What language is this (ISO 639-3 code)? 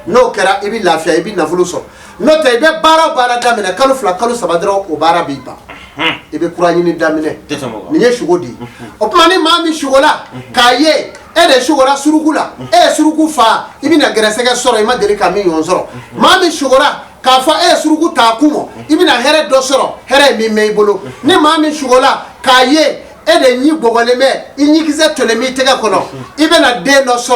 bam